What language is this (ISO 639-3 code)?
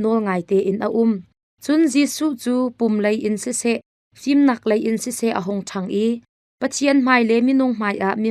cnh